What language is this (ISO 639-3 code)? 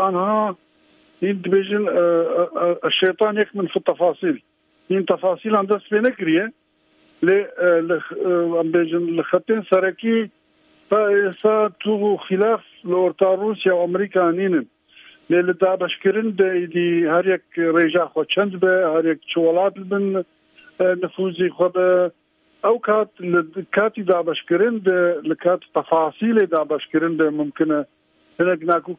kur